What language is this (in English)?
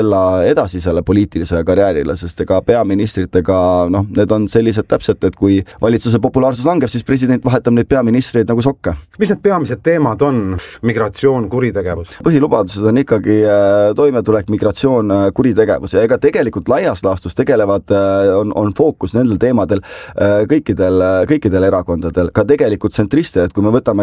Estonian